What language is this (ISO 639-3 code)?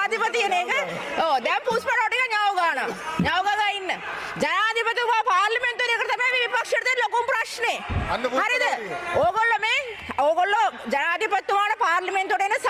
sin